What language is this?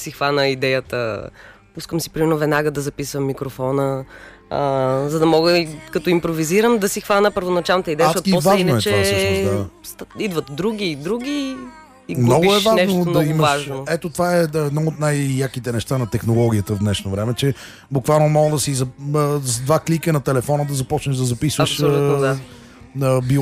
Bulgarian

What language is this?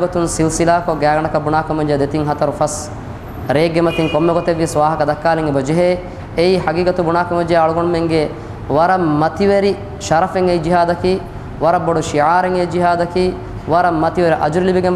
Divehi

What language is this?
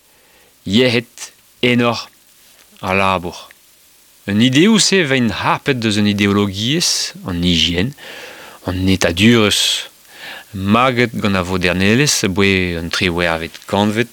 Breton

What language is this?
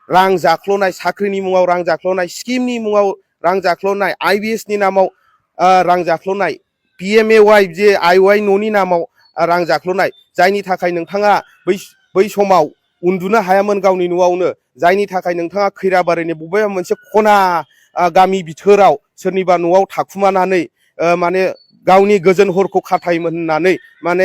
Bodo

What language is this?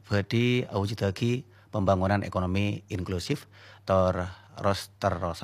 Madurese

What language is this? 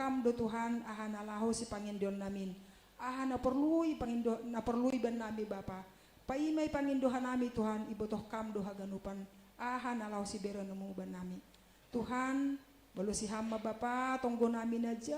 Batak Simalungun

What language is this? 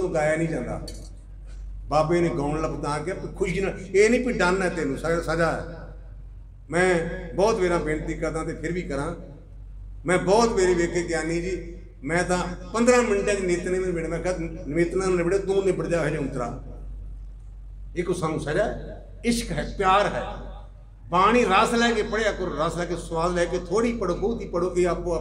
Punjabi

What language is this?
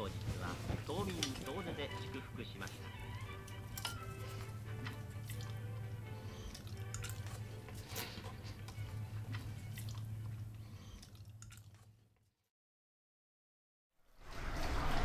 Japanese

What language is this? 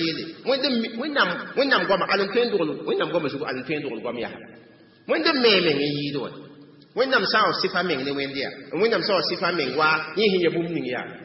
Mossi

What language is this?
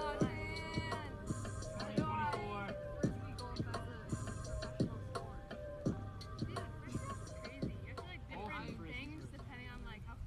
English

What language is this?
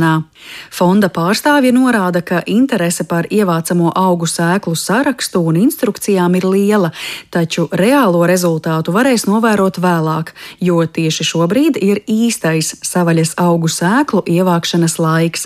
Latvian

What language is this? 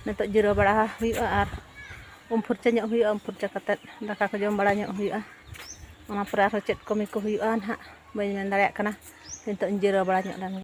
Santali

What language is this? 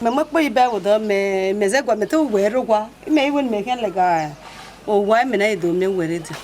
Bini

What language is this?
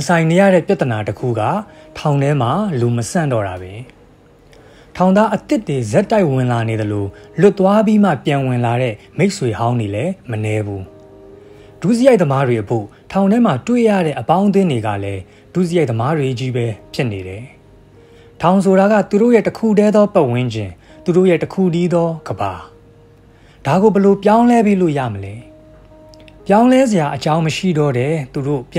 Burmese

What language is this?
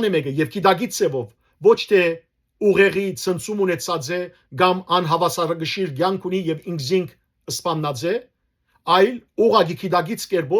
Western Armenian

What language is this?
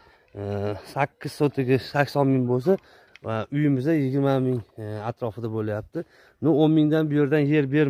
Uzbek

